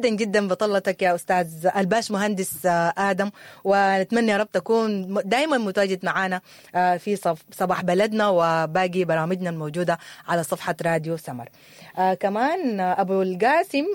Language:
Sudanese Arabic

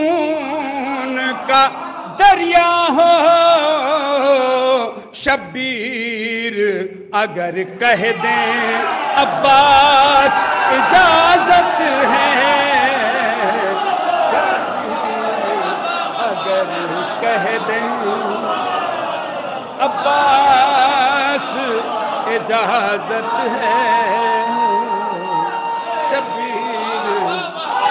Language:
Urdu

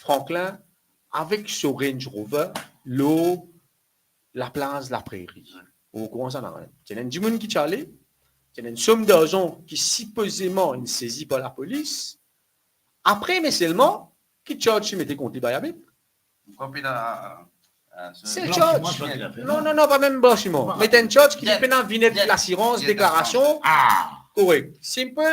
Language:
Morisyen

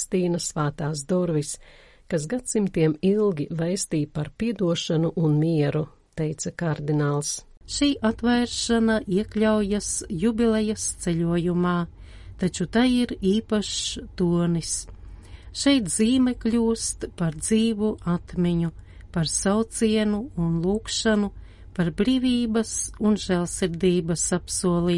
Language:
Latvian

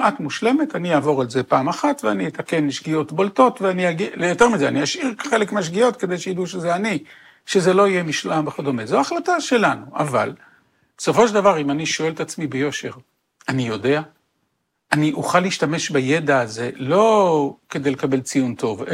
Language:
Hebrew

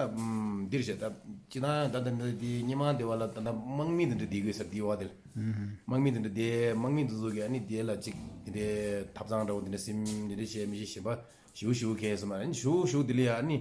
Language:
Tibetan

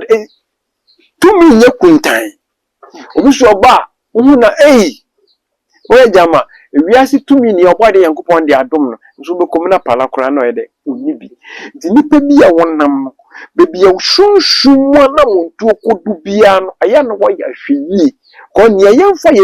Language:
Akan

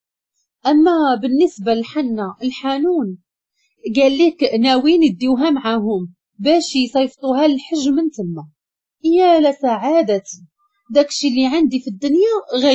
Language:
Moroccan Arabic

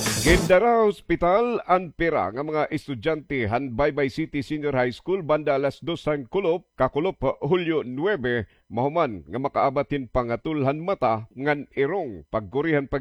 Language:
Waray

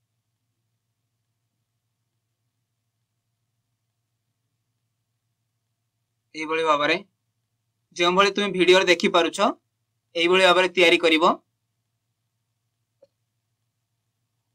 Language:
Odia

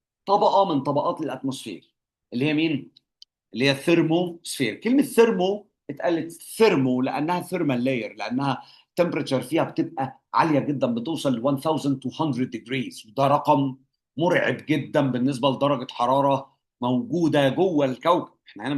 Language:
Egyptian Arabic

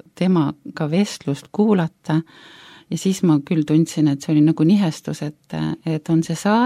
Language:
Estonian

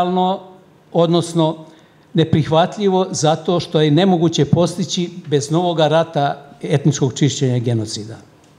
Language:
Croatian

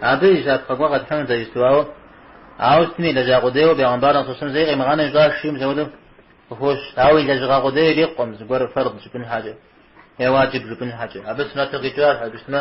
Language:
Kabardian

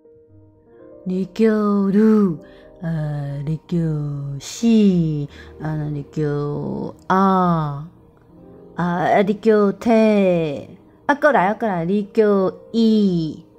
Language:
Min Nan Chinese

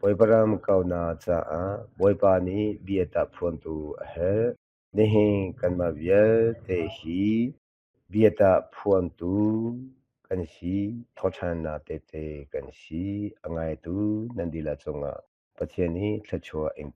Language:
Hakha Chin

